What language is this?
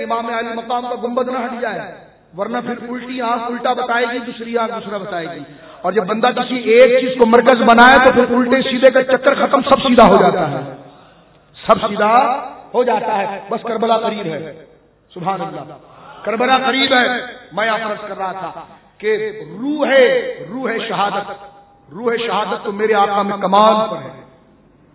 Urdu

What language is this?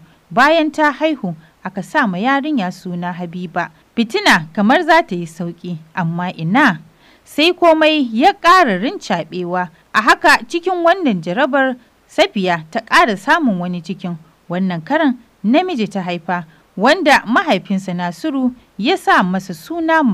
Hausa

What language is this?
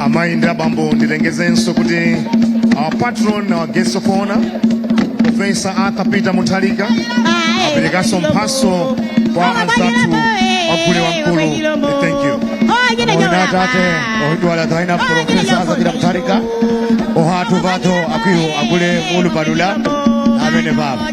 Nyanja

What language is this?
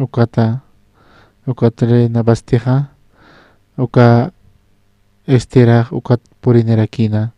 Aymara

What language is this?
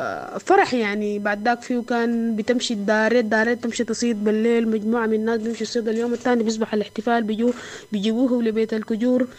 Sudanese Arabic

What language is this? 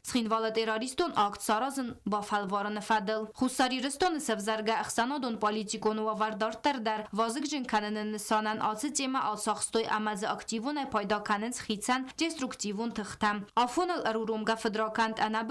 Ossetic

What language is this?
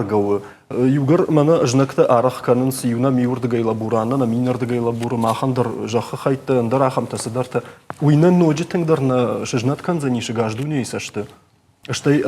Ossetic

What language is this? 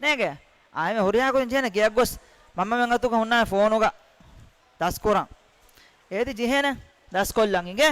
Divehi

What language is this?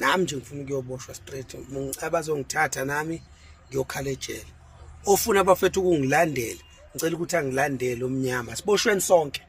Zulu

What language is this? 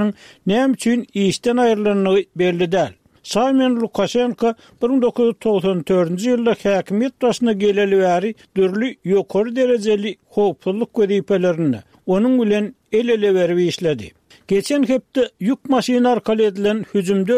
Turkmen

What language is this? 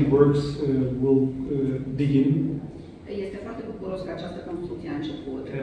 Romanian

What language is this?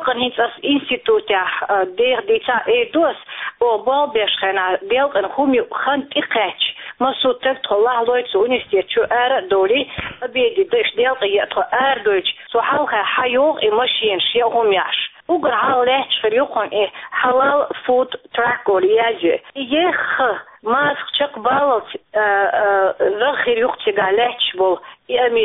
Chechen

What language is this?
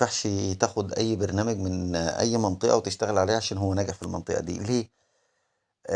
Egyptian Arabic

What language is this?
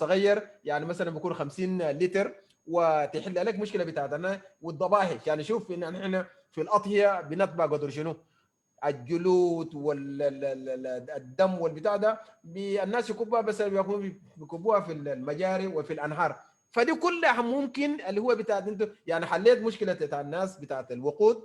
Sudanese Arabic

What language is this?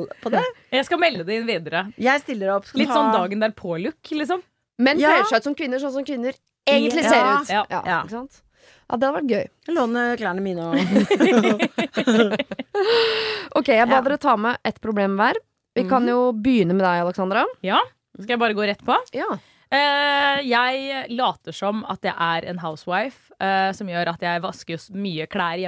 Norwegian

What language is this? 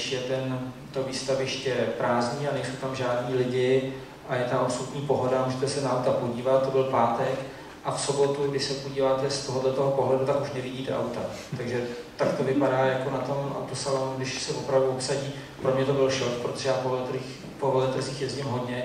Czech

